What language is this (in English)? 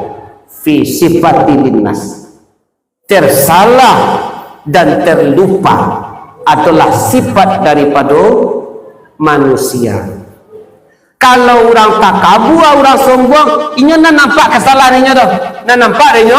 Minangkabau